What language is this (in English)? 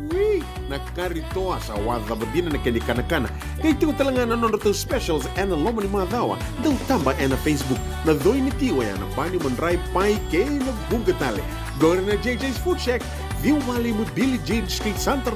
Fijian